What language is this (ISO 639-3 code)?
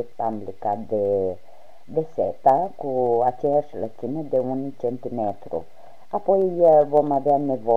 ron